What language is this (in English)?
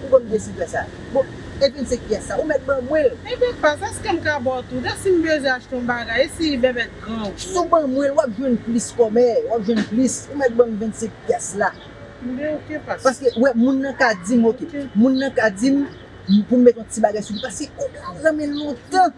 Haitian Creole